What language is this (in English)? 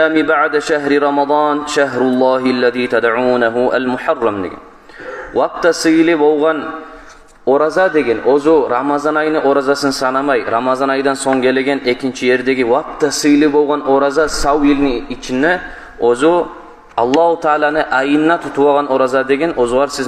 Kumyk